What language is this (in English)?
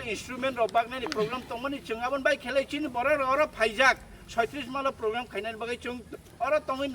Kok Borok